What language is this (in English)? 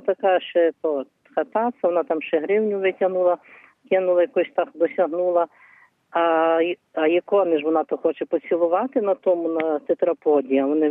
Ukrainian